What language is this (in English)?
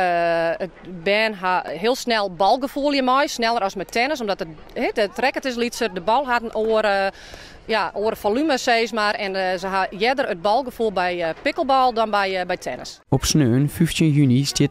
Western Frisian